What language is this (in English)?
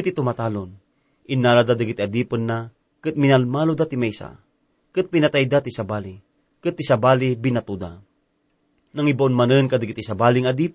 Iloko